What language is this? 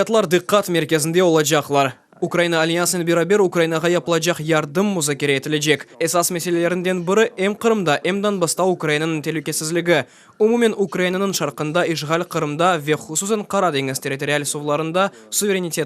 Crimean Tatar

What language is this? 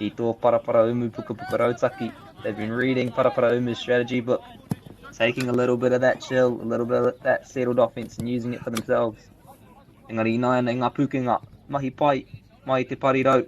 Māori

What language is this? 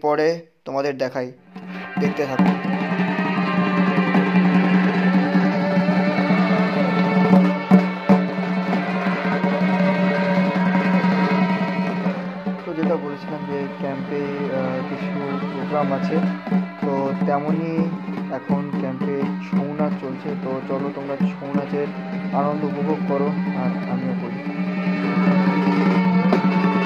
Bangla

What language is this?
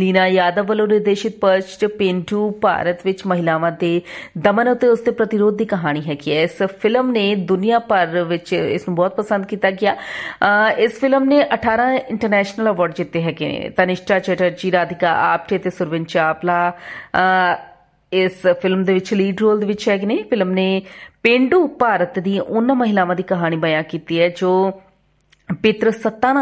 Punjabi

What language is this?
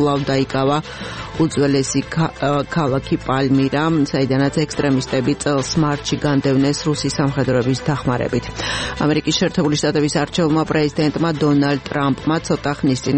Georgian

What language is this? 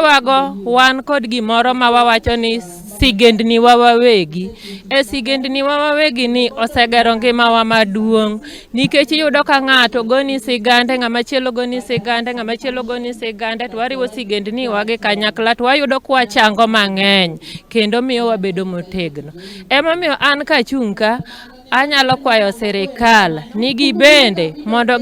Luo (Kenya and Tanzania)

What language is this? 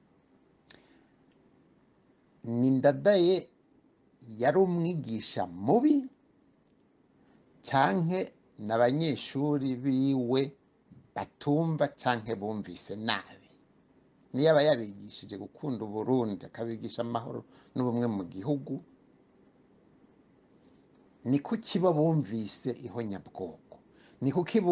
Rundi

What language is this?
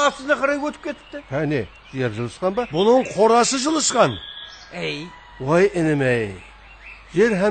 Kara-Kalpak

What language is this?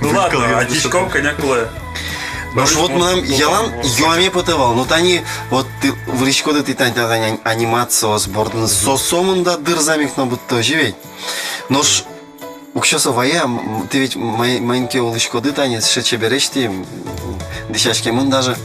Udmurt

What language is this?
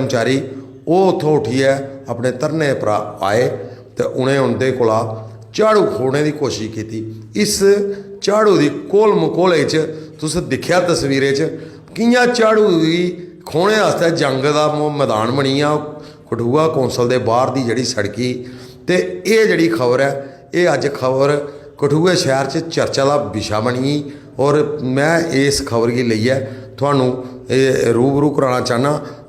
Dogri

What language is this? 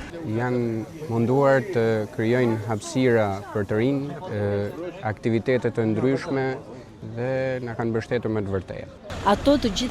Albanian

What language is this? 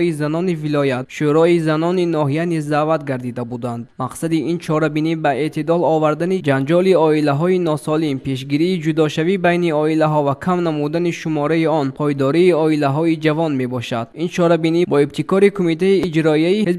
Tajik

